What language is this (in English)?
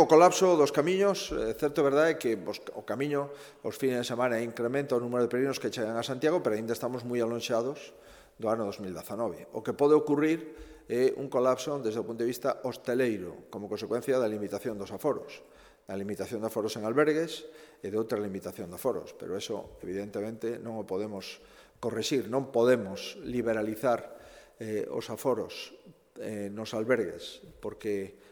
Galician